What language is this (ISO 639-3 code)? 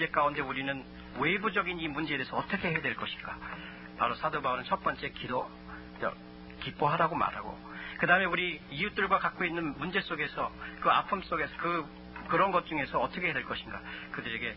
kor